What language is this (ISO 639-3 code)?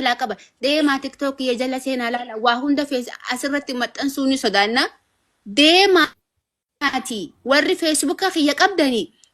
orm